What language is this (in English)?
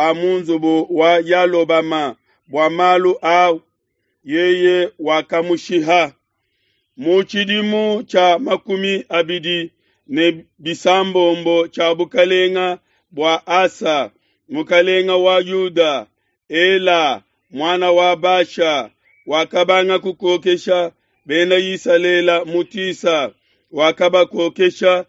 Luba-Lulua